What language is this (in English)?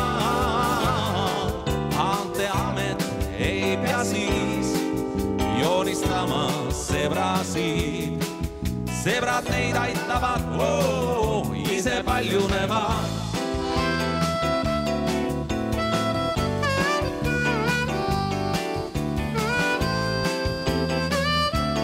Estonian